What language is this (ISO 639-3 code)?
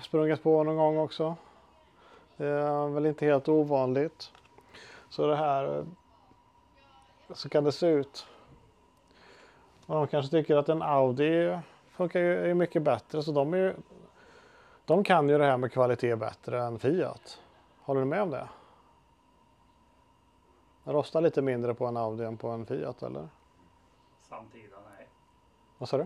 swe